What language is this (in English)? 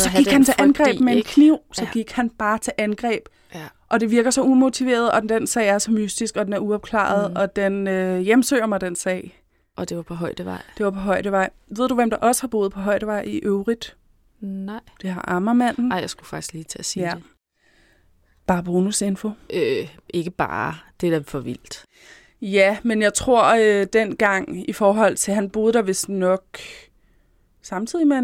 Danish